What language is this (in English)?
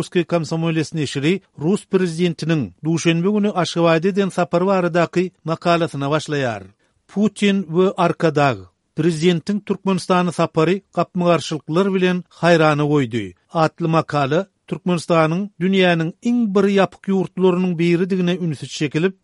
Turkmen